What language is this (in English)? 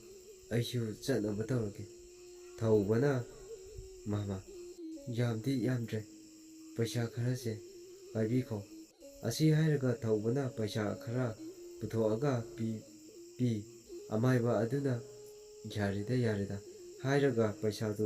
Manipuri